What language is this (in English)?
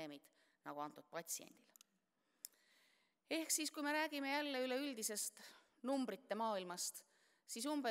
Estonian